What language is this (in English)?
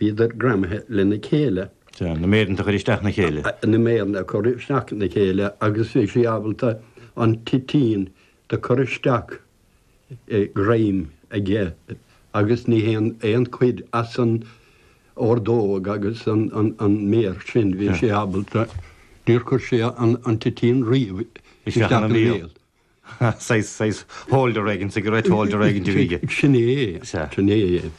Irish